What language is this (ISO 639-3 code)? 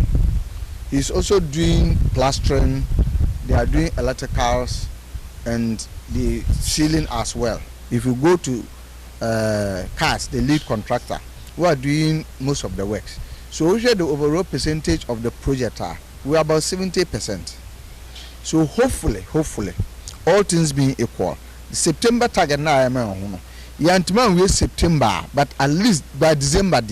aka